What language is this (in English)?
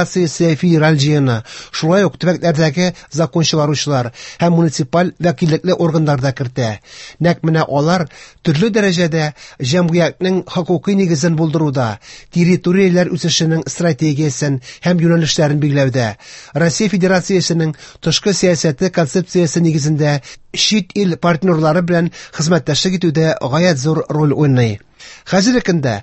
Tatar